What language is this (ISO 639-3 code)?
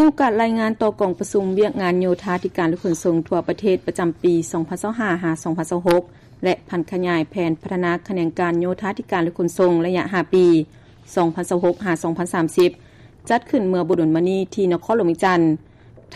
lao